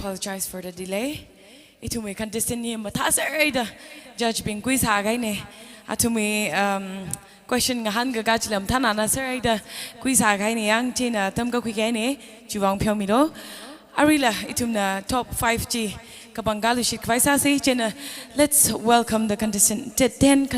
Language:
Tangkhul Naga (India)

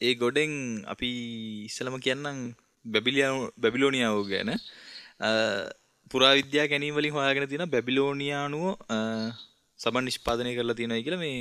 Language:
Sinhala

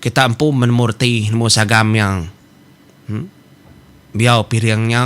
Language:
Iban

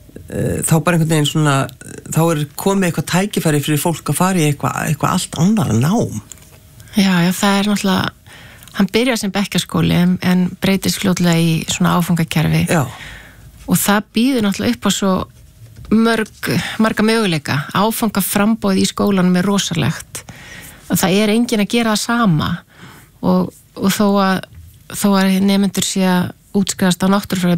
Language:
Icelandic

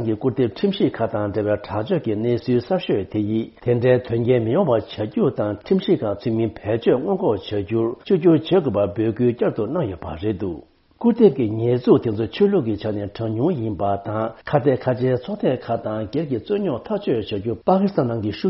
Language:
Tibetan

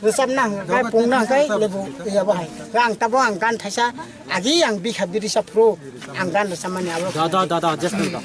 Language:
Kok Borok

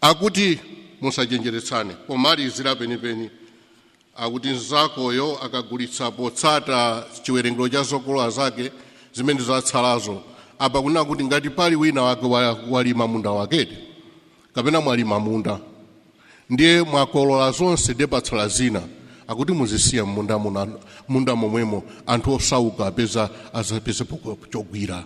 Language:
Nyanja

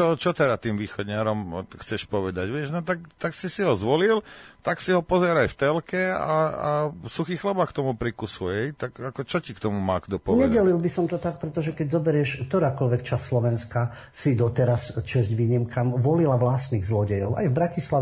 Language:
Slovak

